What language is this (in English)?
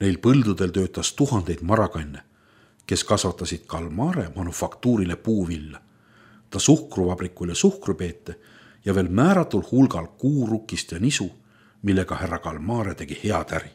Estonian